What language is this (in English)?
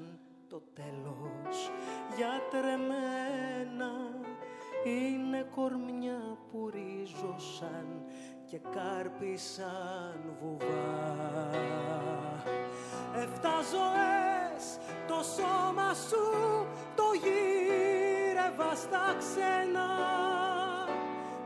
Greek